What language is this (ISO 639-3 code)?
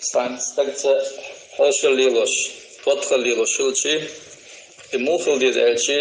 che